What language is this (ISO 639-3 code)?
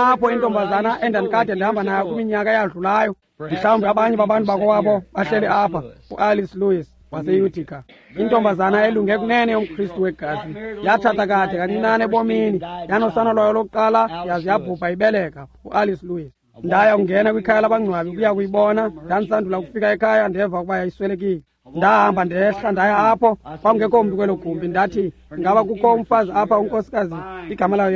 xho